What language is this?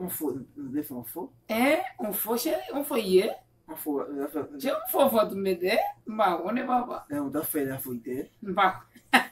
Haitian Creole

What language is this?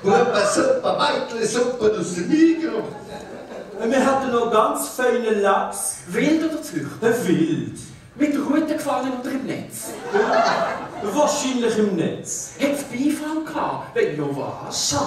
Swiss German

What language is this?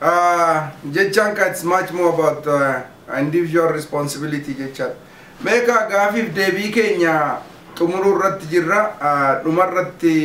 Oromo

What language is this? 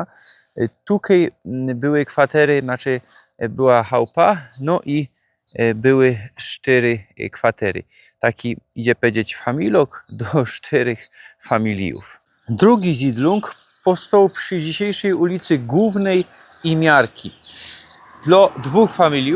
Silesian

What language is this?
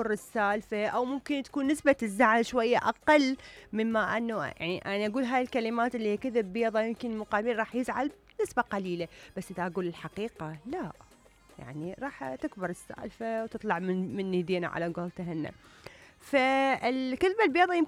Mesopotamian Arabic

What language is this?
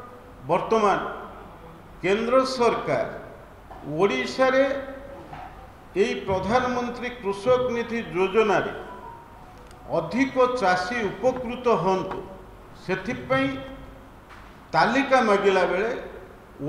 Odia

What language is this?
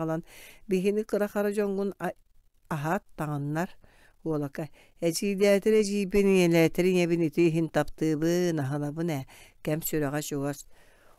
Yakut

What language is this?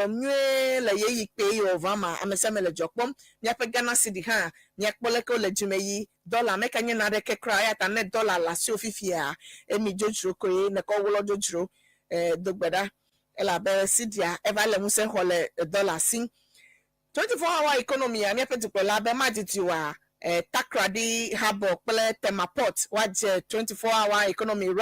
Ewe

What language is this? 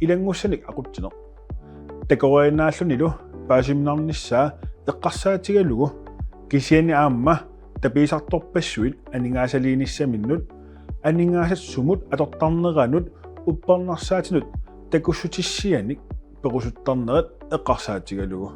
Kalaallisut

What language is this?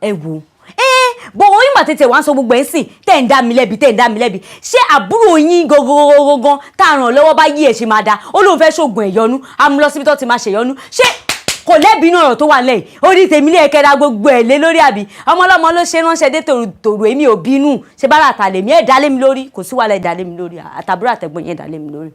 Yoruba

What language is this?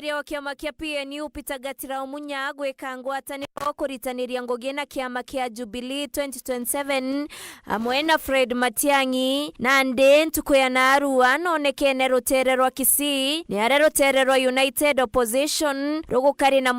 Meru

